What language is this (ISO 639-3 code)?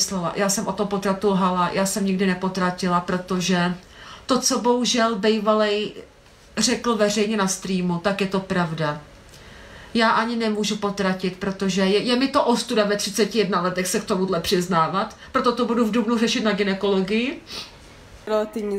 ces